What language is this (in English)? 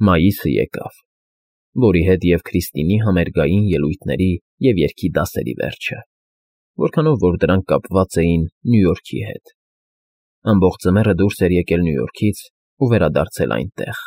Armenian